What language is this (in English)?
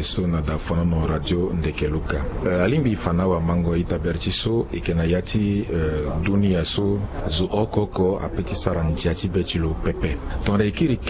Sango